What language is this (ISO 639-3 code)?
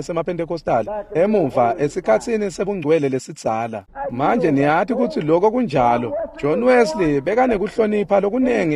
ssw